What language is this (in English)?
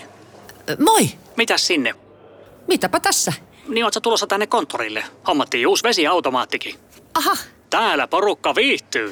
Finnish